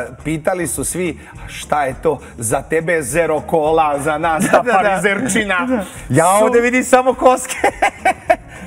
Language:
Serbian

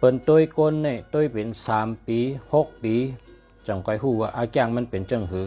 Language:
Shan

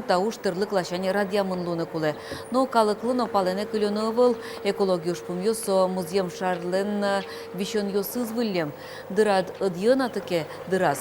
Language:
Udmurt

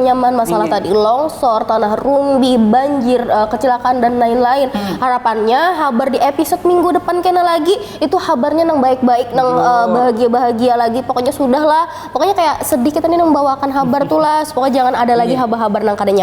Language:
Banjar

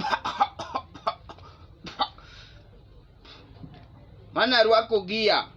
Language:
Luo (Kenya and Tanzania)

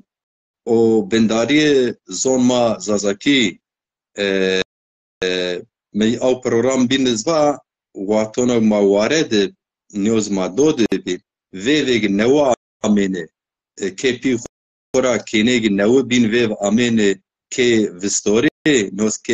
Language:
Zaza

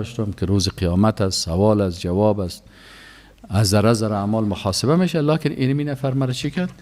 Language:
Persian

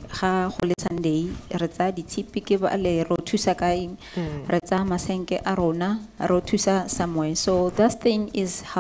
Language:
Tswana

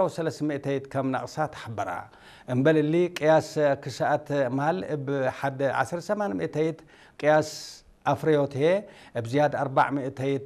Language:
Tigre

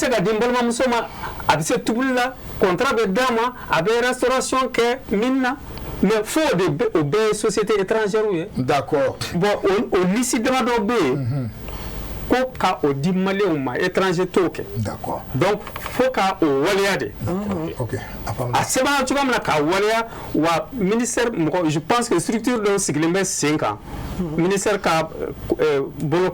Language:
Bambara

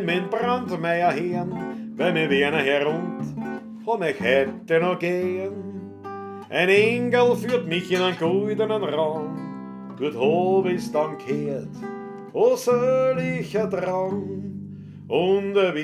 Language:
Bavarian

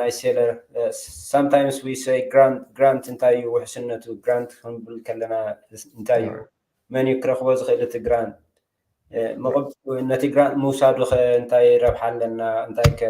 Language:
Tigrinya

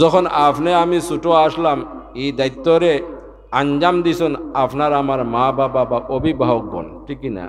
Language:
Sylheti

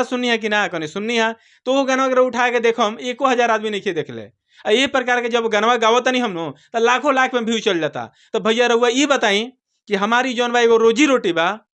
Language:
Bhojpuri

